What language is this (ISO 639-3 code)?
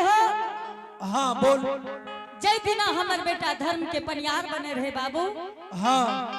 anp